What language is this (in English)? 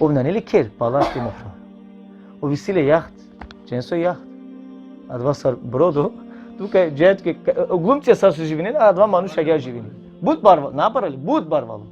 Balkan Romani